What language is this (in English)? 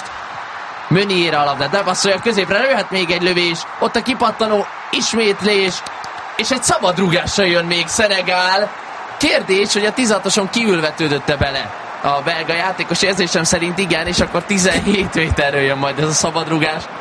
Hungarian